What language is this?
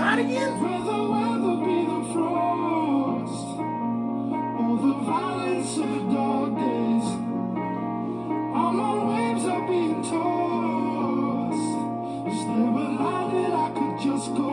English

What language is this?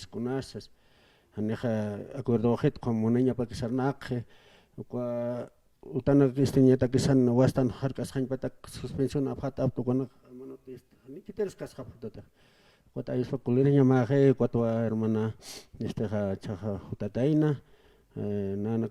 Aymara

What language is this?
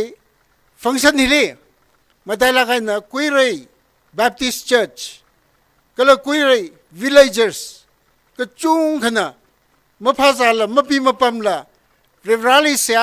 Tangkhul Naga (India)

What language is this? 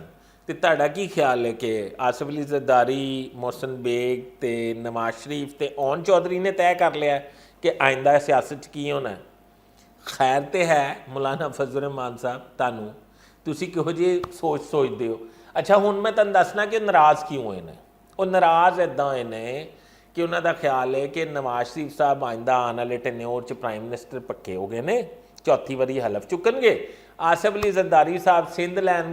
Western Panjabi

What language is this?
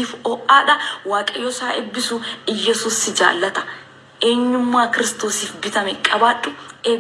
Oromo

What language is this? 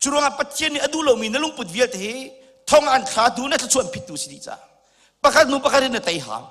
Hakha Chin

